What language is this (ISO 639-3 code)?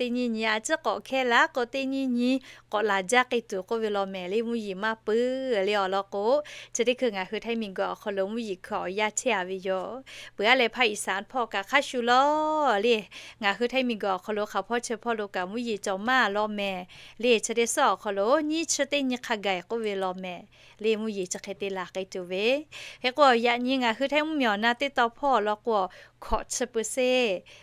lhu